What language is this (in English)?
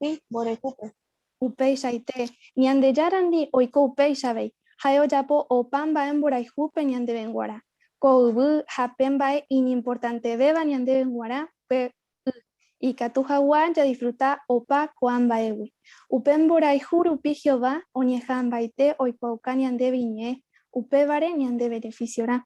Guarani